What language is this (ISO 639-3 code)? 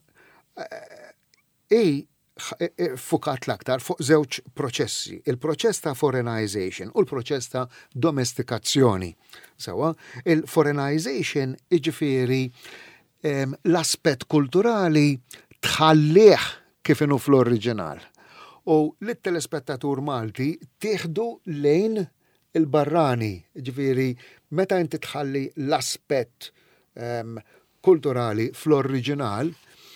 mlt